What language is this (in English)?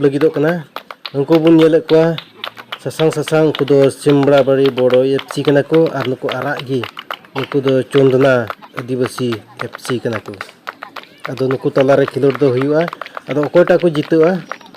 Santali